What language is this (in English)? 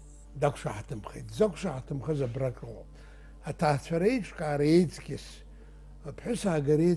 Abkhazian